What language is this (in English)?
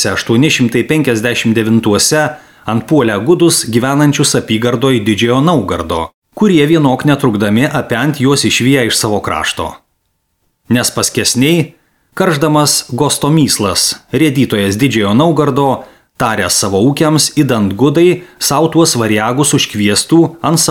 Lithuanian